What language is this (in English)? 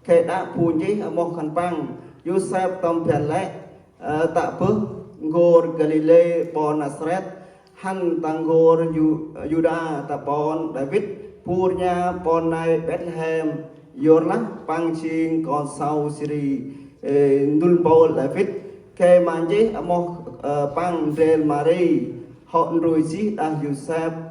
Central Mnong